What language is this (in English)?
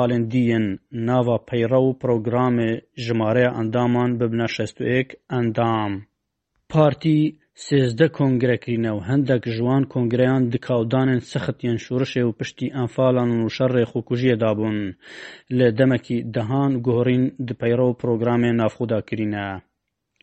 Kurdish